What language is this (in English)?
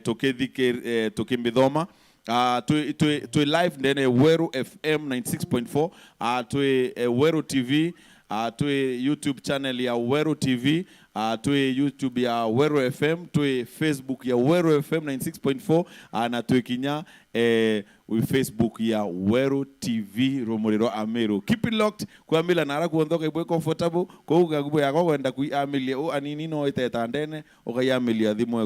Meru